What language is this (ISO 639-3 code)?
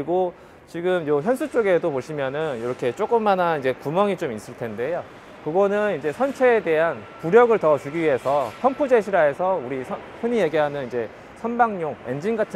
kor